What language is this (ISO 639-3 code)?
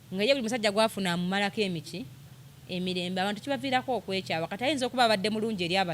lug